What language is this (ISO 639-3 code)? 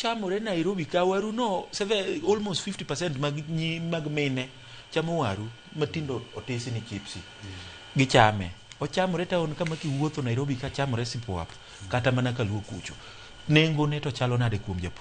luo